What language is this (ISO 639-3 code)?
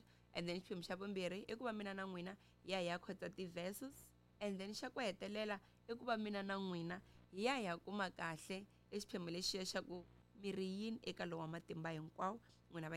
tso